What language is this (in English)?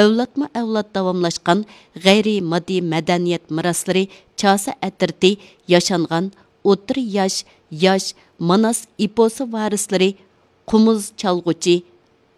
Uyghur